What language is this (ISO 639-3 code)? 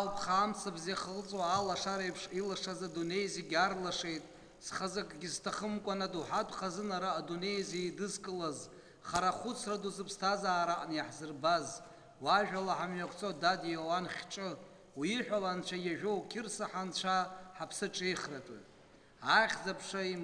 abk